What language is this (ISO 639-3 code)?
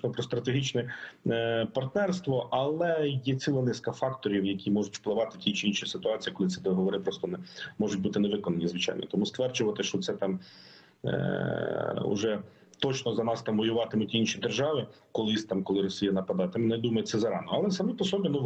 ukr